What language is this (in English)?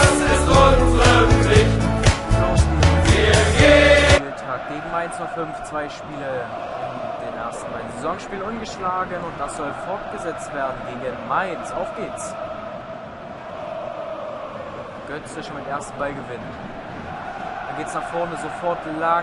German